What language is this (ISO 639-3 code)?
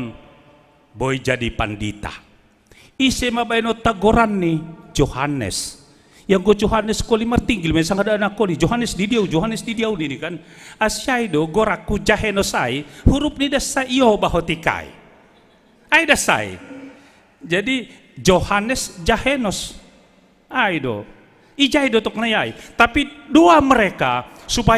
bts